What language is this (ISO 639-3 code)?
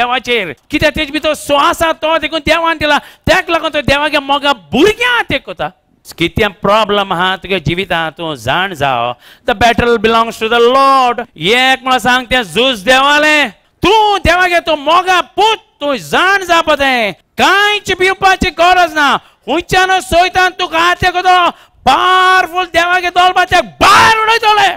kok